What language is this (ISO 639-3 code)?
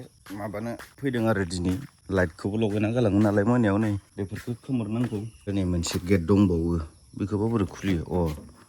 brx